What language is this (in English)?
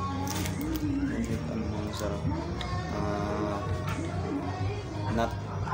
Filipino